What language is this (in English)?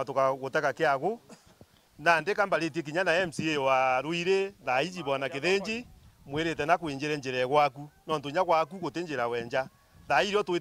Meru